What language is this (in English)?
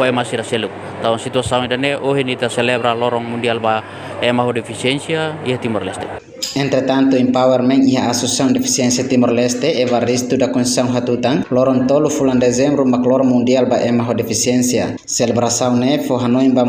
Tetum